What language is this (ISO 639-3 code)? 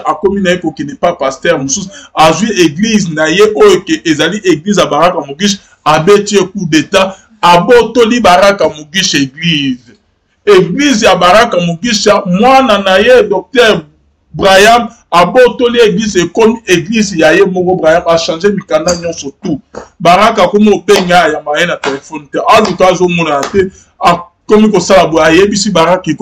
lin